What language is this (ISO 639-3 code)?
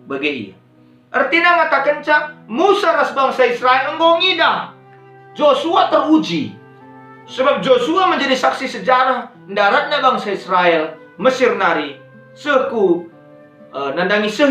btx